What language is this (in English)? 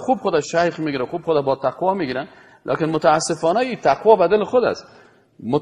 Persian